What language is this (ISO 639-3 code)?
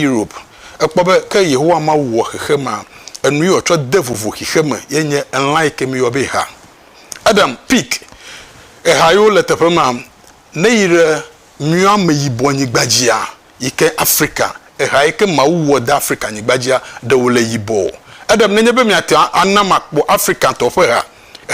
ewe